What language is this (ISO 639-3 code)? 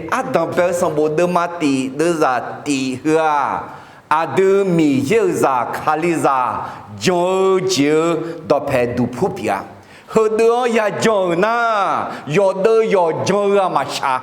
ahk